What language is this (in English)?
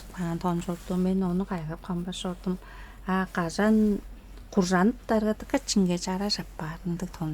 Tuvinian